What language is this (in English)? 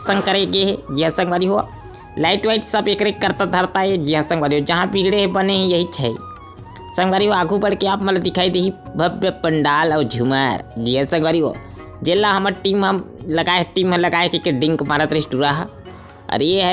Chhattisgarhi